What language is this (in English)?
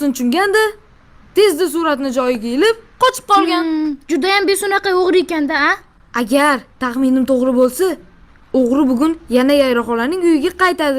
Uzbek